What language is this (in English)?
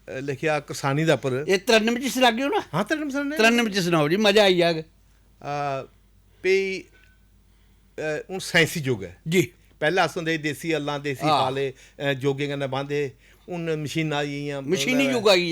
Dogri